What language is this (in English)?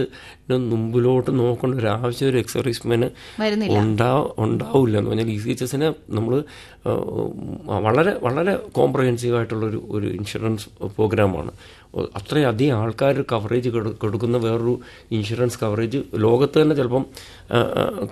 Malayalam